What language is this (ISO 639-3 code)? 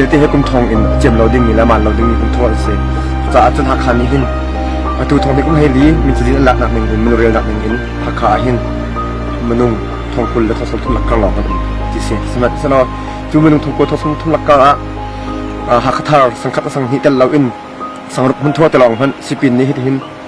cnh